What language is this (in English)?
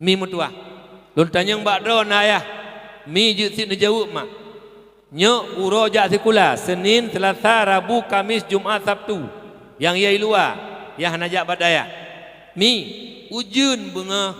Achinese